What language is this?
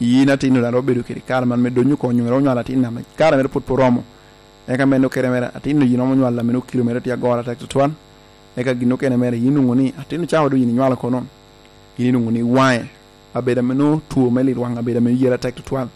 Lango (Uganda)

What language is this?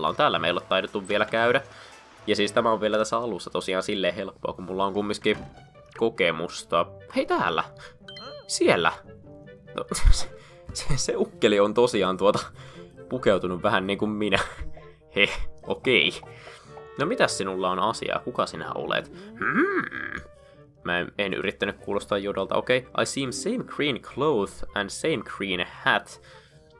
Finnish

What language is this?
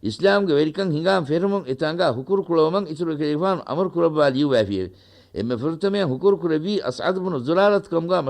Divehi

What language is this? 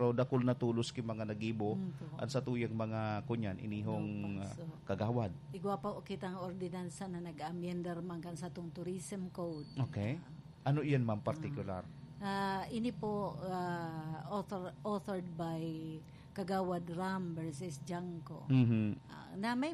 Bikol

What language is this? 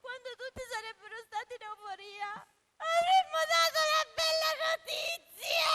Sicilian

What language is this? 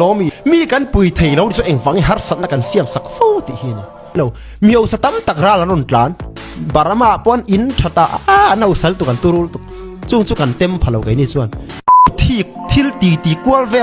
Falam Chin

